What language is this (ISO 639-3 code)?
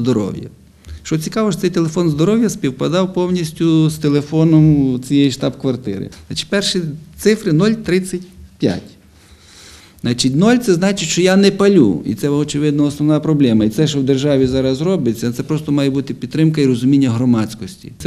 ukr